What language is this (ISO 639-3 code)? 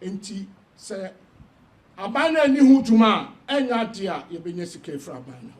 aka